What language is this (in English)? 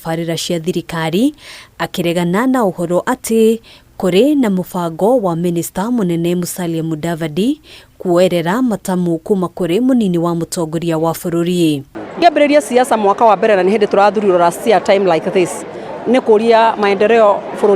Kikuyu